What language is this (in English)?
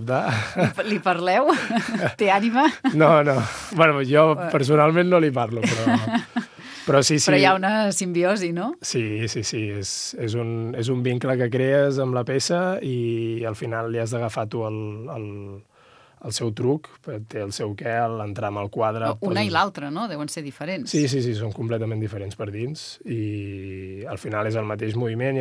Catalan